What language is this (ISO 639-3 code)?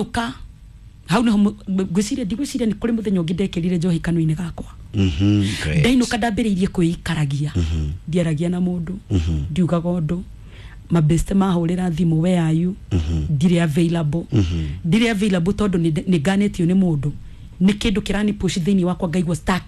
kik